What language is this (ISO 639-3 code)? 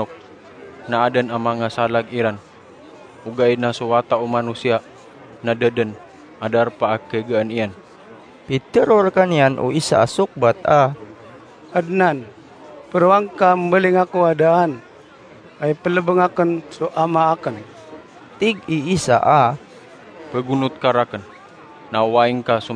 mrw